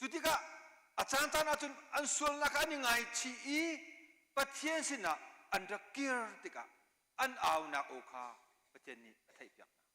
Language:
Hakha Chin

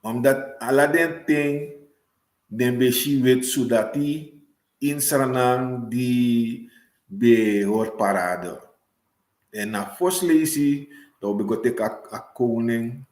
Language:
Sranan Tongo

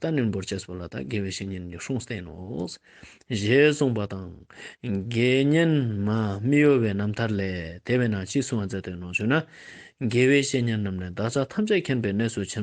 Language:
Tibetan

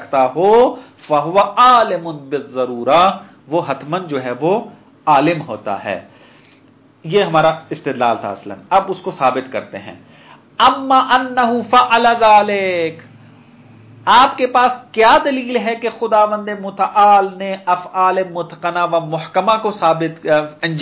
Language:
Urdu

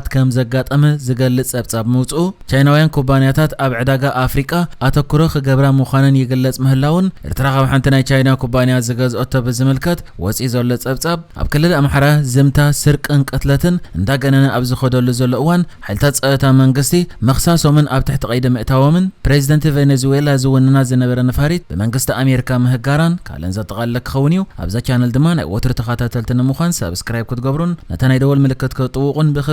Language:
Tigrinya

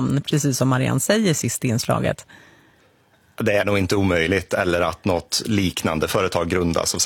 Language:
Swedish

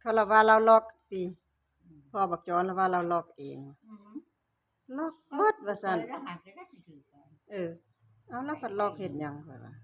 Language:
Northeastern Thai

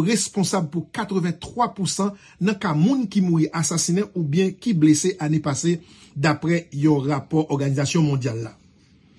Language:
Haitian Creole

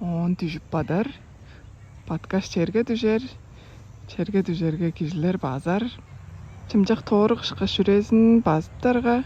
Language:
Tuvinian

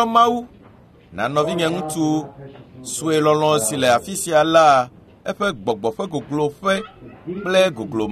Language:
Ewe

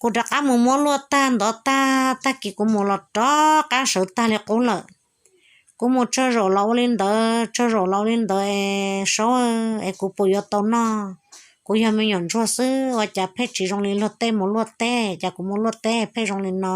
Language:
Hmong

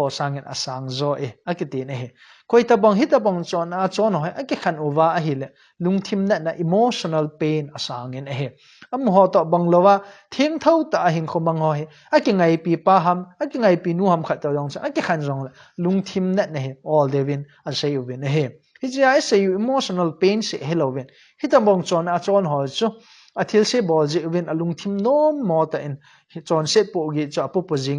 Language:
Thado Chin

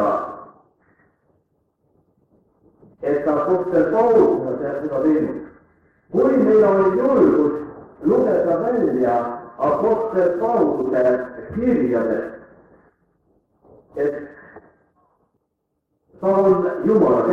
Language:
Estonian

